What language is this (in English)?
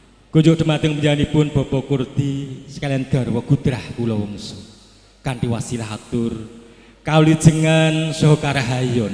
Javanese